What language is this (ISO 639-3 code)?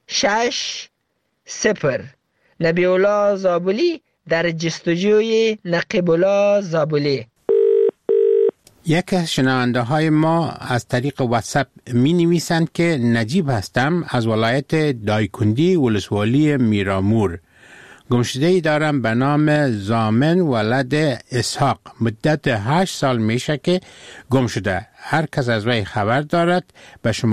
fas